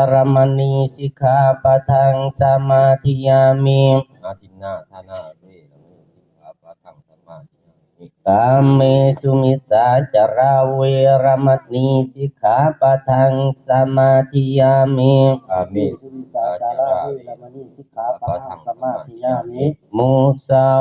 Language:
Pali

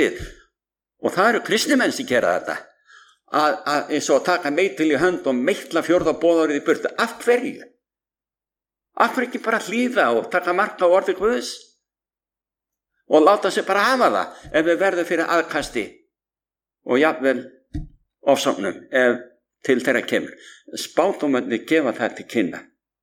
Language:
Icelandic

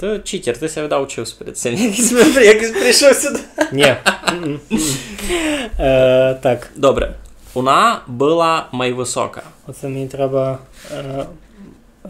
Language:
Rusyn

